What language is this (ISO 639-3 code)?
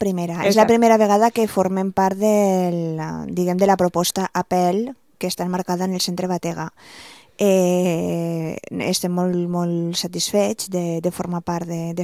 cat